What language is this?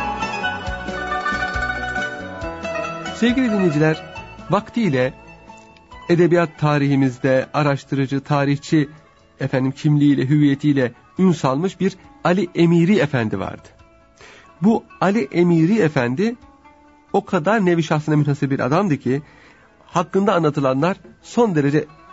Turkish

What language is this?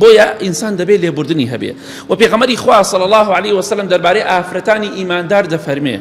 Central Kurdish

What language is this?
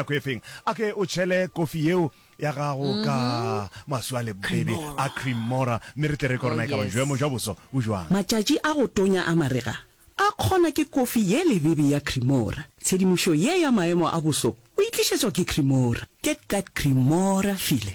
Northern Sotho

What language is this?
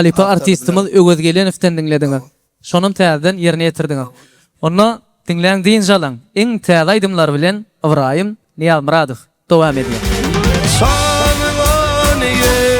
Turkmen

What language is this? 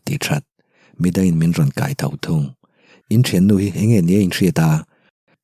Mizo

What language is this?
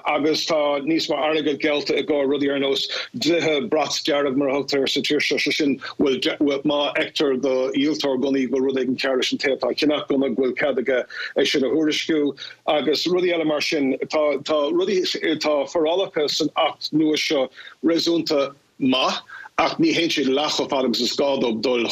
Irish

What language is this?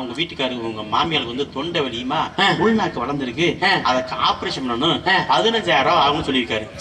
Tamil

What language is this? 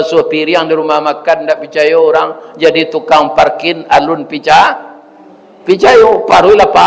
Minangkabau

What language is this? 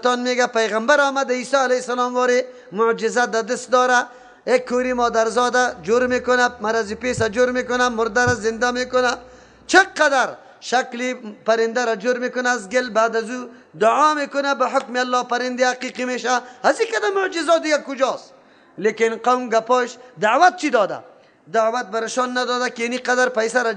Persian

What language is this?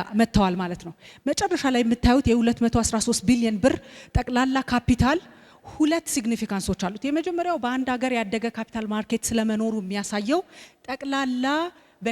Amharic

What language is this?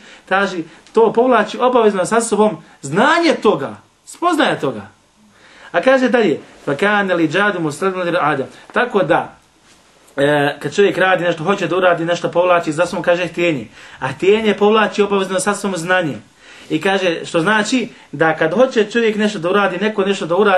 Bosnian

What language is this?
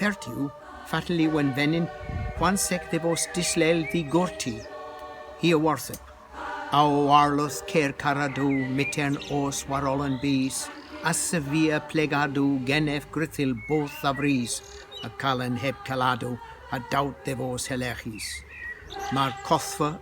Cornish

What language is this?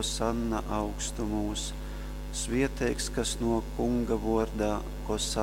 Latgalian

